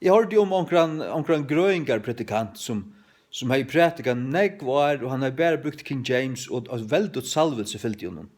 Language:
Faroese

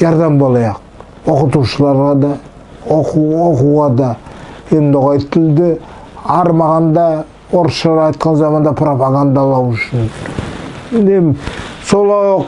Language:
Nogai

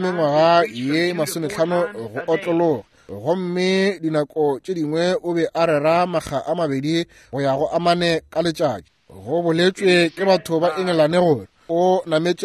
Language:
Northern Sotho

